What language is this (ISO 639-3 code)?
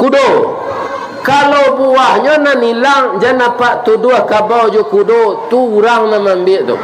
min